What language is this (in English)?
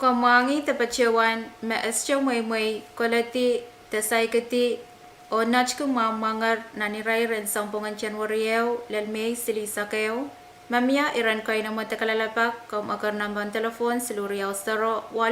Pohnpeian